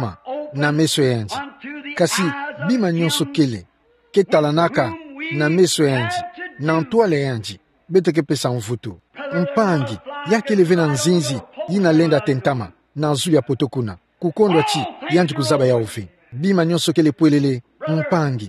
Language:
Kituba (Democratic Republic of Congo)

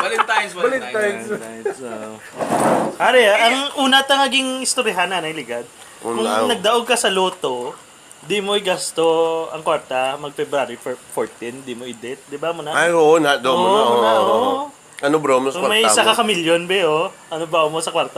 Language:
Hiligaynon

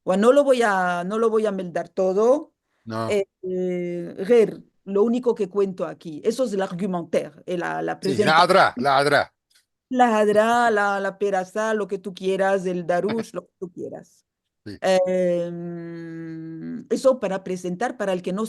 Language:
Ladino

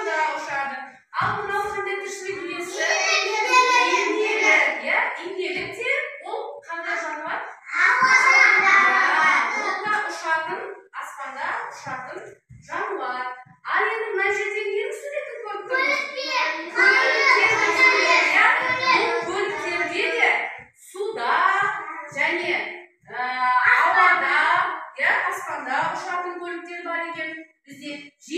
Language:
Kazakh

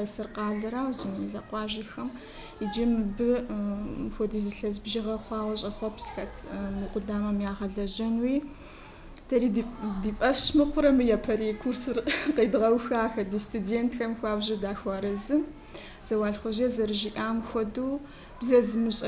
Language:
Kabardian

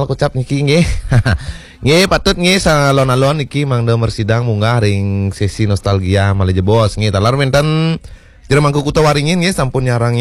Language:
Balinese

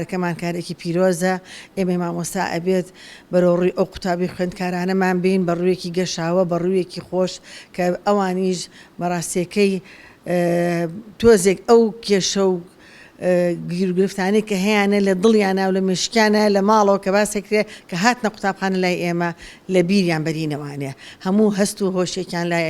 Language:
Central Kurdish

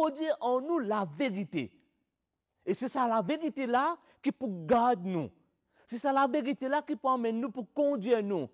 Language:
Morisyen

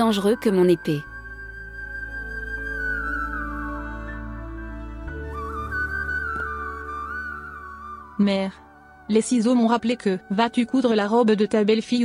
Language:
French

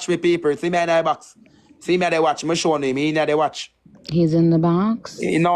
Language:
Jamaican Creole English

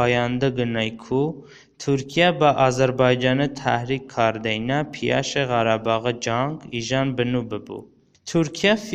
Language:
Talysh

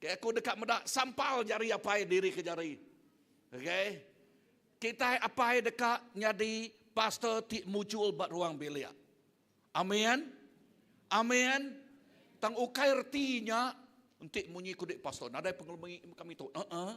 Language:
Iban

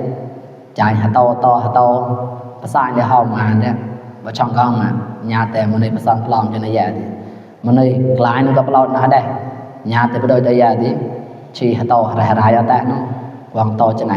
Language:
Mon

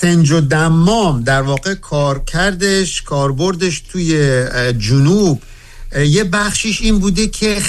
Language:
Persian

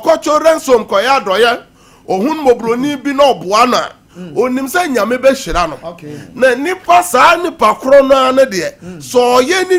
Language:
Akan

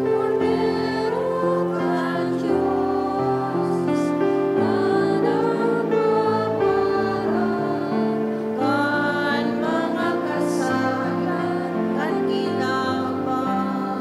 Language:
Bikol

